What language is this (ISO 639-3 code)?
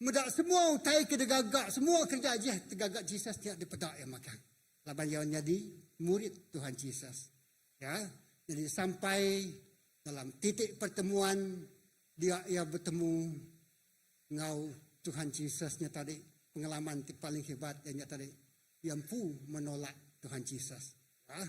iba